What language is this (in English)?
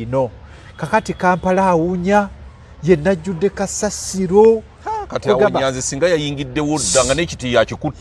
Ganda